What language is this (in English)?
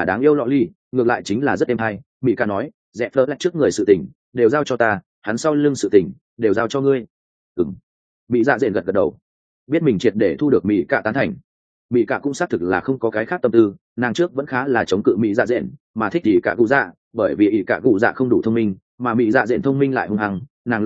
Vietnamese